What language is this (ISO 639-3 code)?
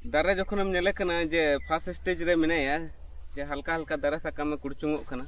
sat